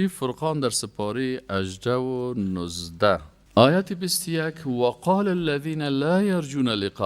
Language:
Persian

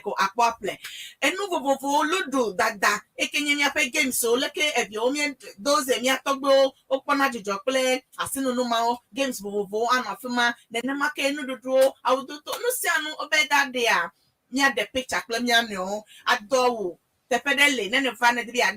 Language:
Ewe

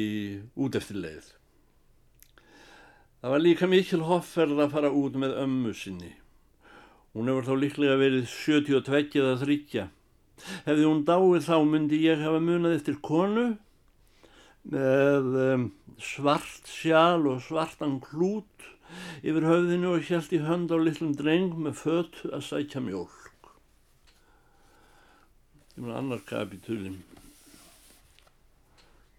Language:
Icelandic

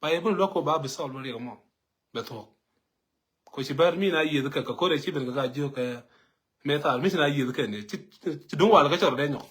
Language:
Nuer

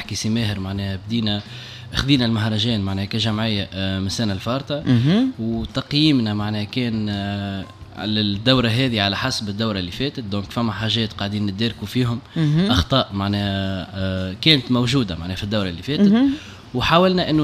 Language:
Tunisian Arabic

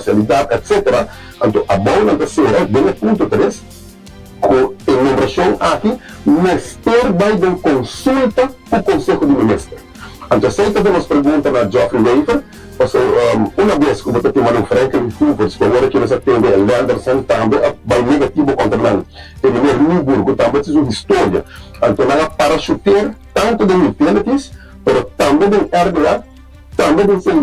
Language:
Papiamento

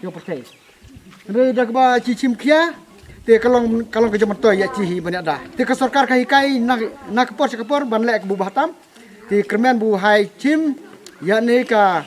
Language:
Khasi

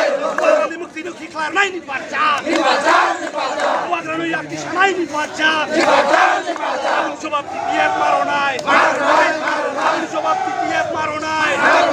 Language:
Kok Borok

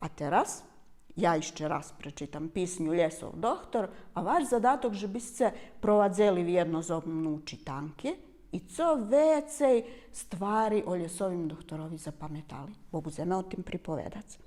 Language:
Rusyn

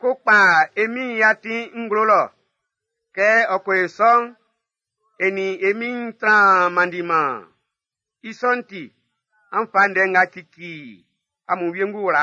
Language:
Baoulé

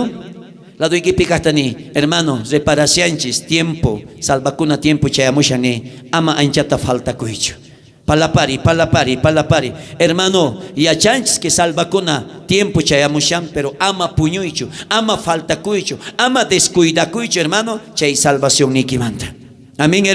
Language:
South Bolivian Quechua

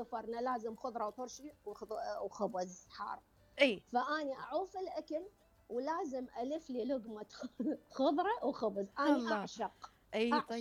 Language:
Mesopotamian Arabic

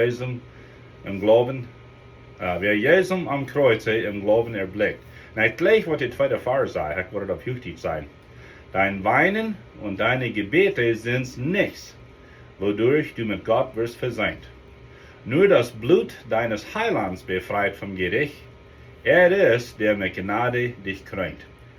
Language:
Plautdietsch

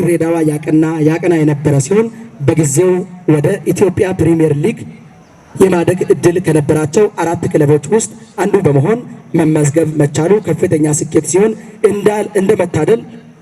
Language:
Amharic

